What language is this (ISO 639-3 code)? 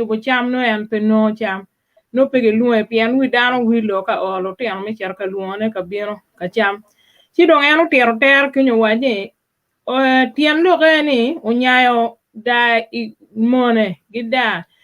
ach